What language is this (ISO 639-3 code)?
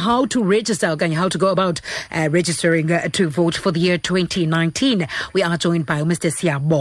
xho